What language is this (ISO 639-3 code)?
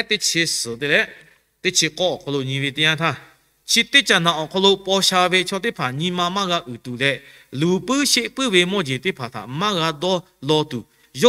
lhu